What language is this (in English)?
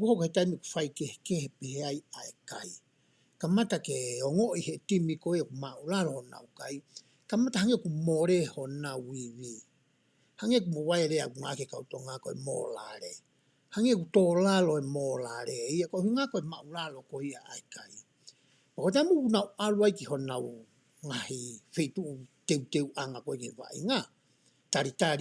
Tongan